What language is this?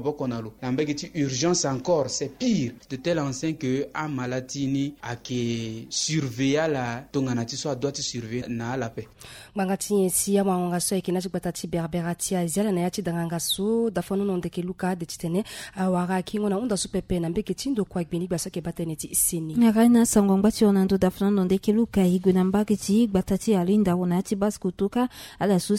Sango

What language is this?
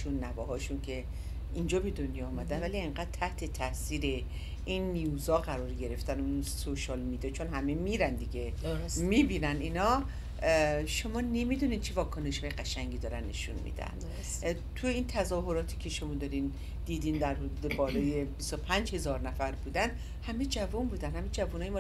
Persian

